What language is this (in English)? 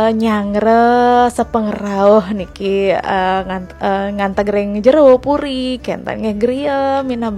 Balinese